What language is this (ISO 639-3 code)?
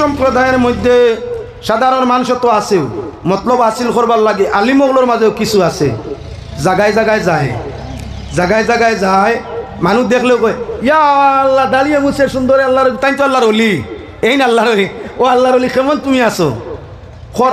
syl